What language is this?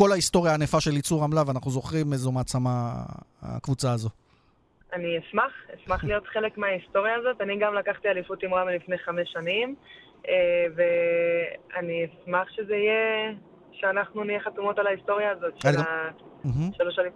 Hebrew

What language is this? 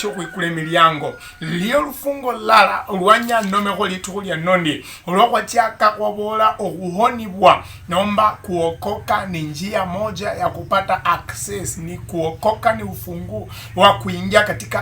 Luyia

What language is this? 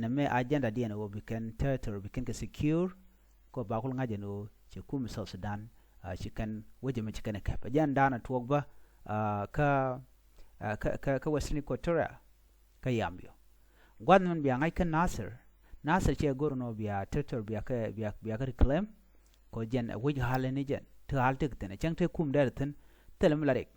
Nuer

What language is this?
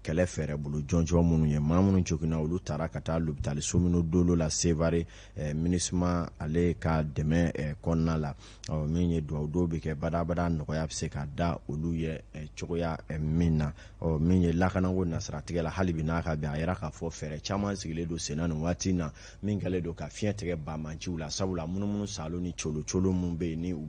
Bambara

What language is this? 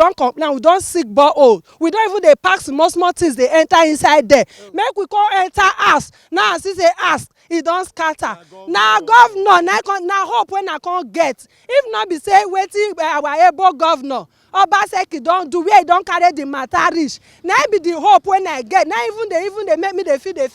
Nigerian Pidgin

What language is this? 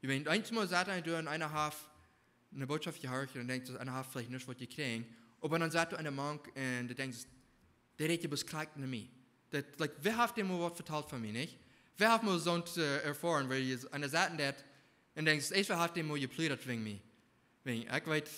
Plautdietsch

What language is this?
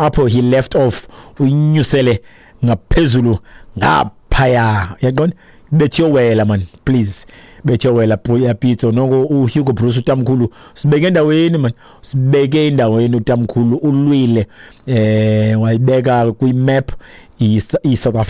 Xhosa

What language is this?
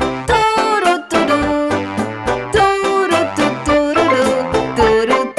Slovak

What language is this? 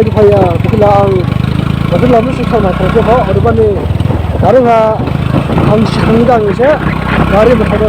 Dimasa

